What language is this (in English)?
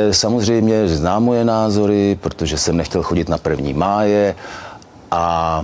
Czech